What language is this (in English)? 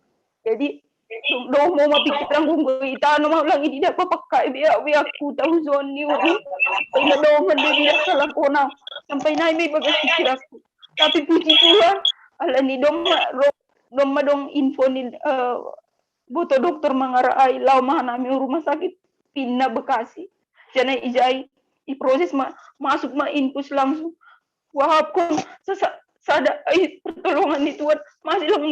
Batak Simalungun